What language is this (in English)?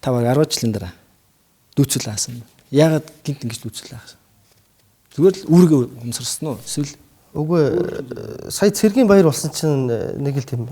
Mongolian